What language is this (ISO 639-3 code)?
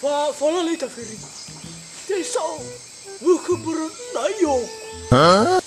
nia